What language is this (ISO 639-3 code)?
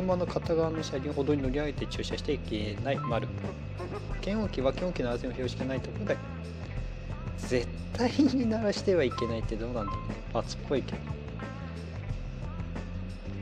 jpn